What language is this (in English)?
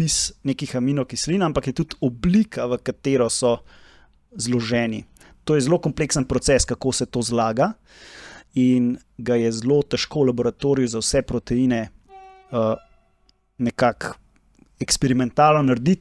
Slovenian